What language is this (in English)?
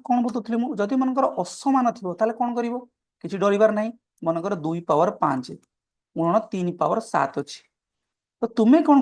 Odia